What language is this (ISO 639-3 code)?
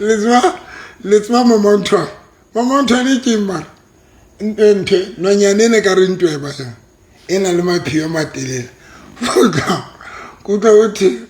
sot